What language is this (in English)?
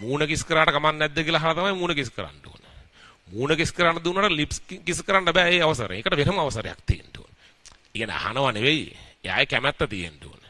Sinhala